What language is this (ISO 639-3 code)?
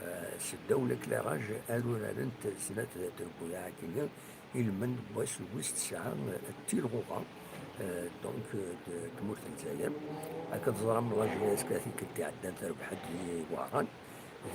kab